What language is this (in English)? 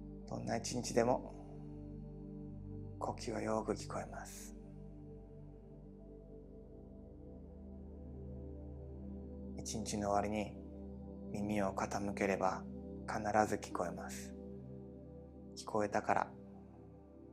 Japanese